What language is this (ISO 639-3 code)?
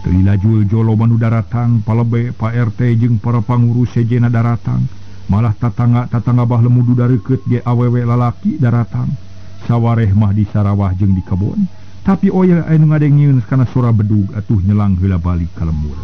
sun